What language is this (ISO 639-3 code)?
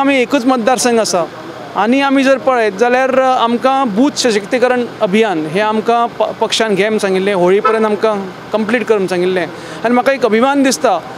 kok